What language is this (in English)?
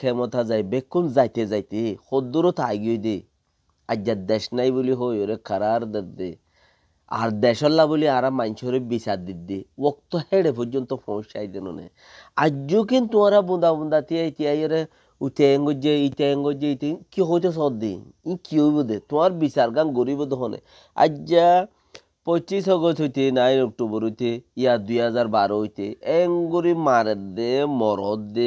Rohingya